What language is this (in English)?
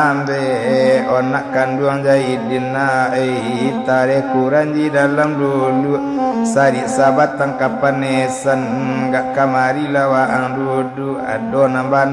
Minangkabau